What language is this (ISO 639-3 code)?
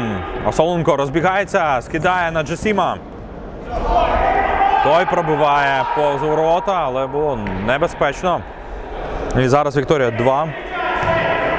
ukr